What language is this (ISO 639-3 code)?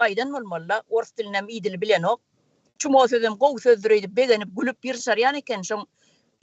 tuk